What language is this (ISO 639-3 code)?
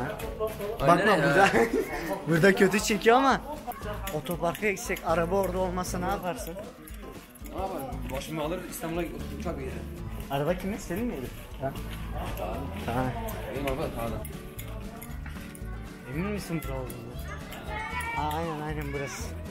tur